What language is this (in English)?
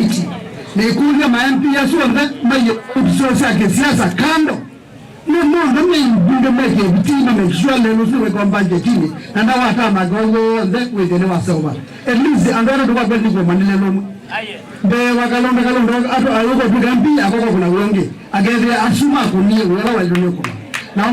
Kamba